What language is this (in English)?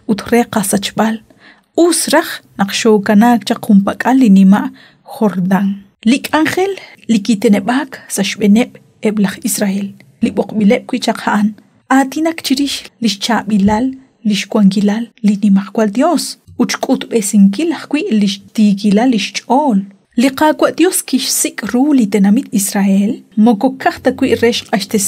Kekchí